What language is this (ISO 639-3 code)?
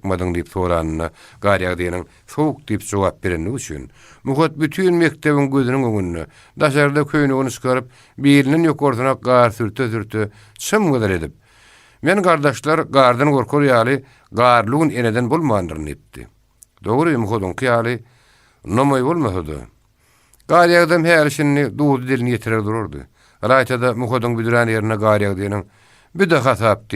tuk